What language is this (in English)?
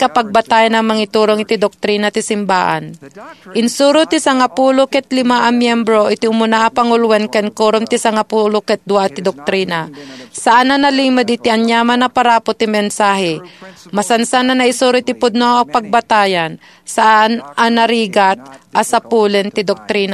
Iloko